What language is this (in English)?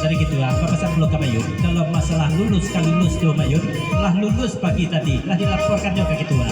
Minangkabau